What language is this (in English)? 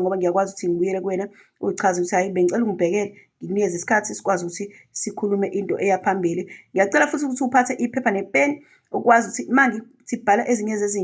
Zulu